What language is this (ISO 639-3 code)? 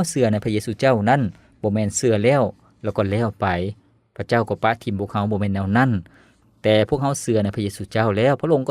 lao